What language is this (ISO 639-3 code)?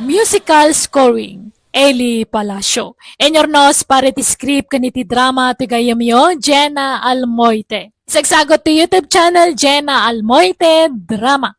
ilo